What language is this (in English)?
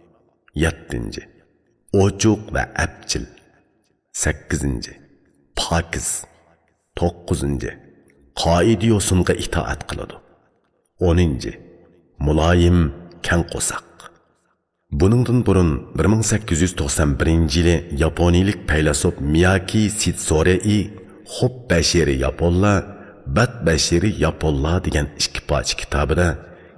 Uyghur